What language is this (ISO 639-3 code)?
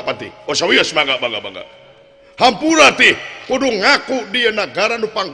sun